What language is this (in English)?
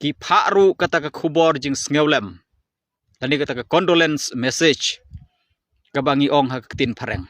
Khasi